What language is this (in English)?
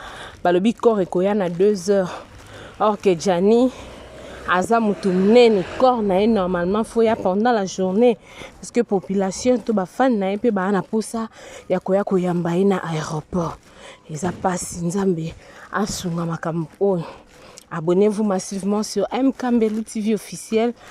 Lingala